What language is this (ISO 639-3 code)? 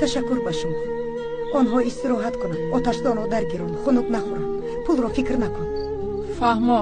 tgk